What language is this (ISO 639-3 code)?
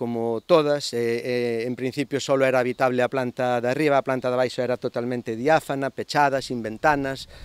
glg